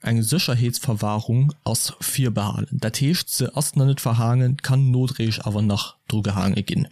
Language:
Luxembourgish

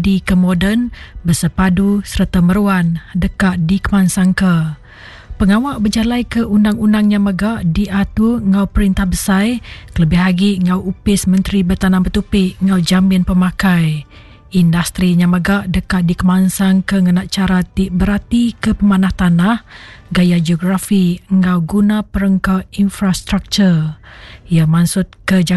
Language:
Iban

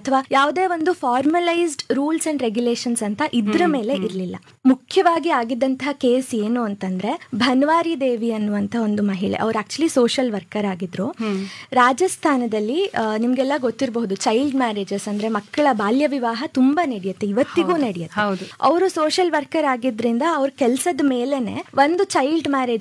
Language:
Kannada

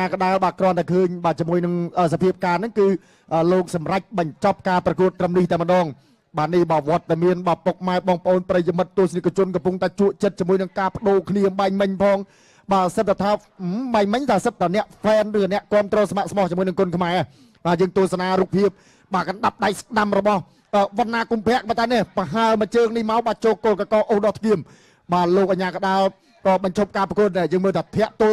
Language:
Khmer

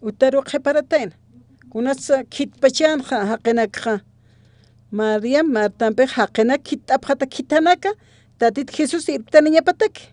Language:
Aymara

